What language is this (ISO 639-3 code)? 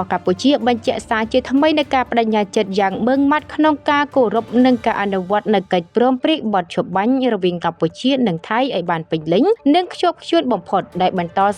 khm